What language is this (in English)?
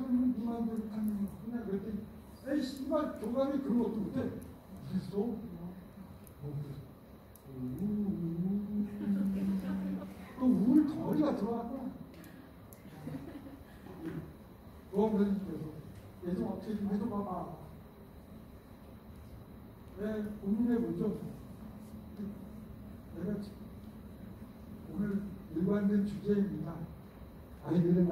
Korean